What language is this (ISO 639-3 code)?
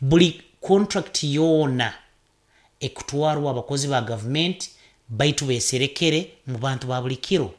nyo